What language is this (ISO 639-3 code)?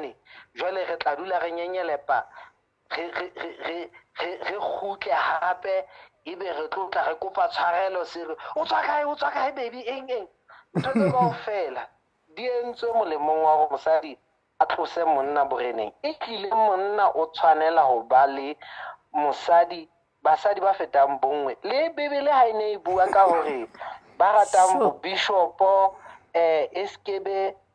sot